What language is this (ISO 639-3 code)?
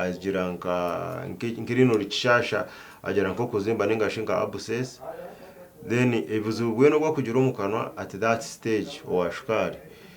nyn